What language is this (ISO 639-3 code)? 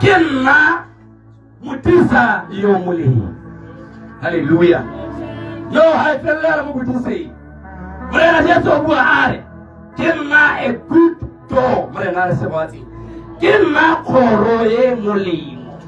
tsn